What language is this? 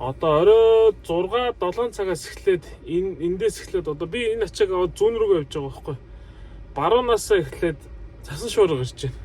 Mongolian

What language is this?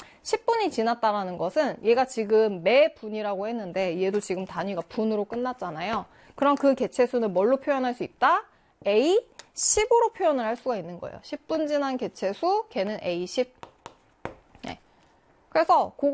Korean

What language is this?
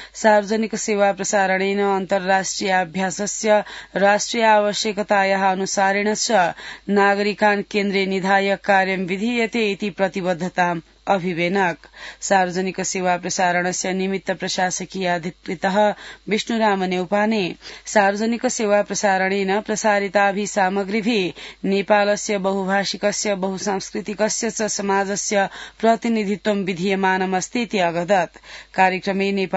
Sanskrit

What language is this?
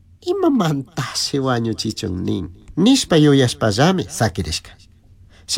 Chimborazo Highland Quichua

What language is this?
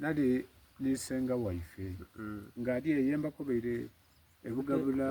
Soga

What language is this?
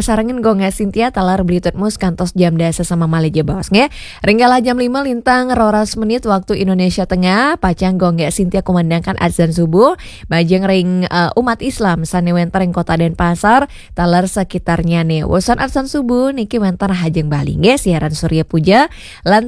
Balinese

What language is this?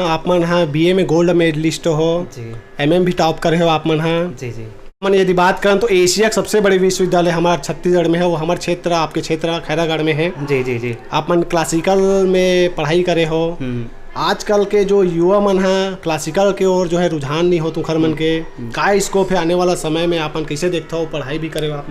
Chhattisgarhi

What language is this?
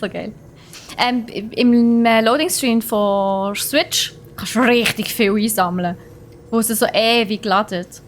Swiss German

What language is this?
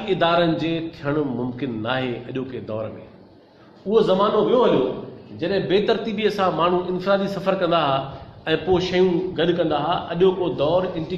Sindhi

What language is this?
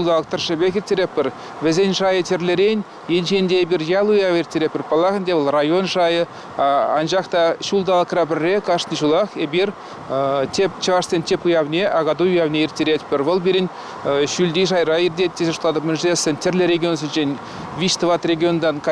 Chuvash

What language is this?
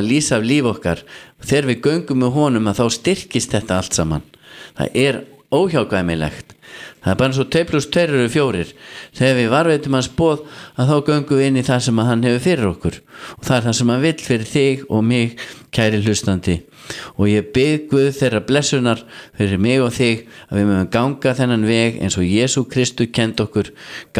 Icelandic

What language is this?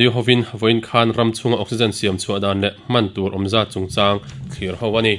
Mizo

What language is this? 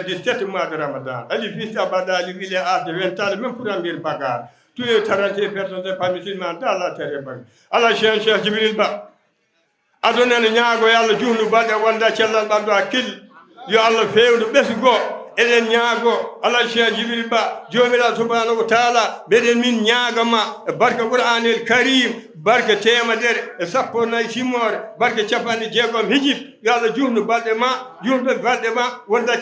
Fula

